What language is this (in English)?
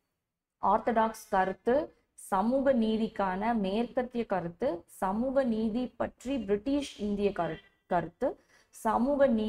Tamil